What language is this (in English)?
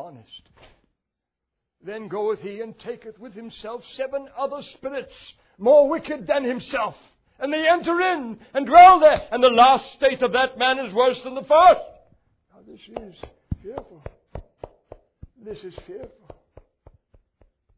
English